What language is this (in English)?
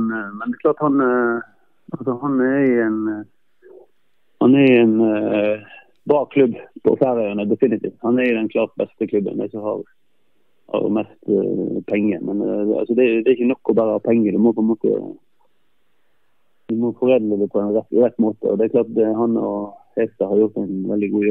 Norwegian